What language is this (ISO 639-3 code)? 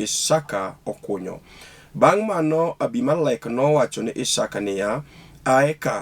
luo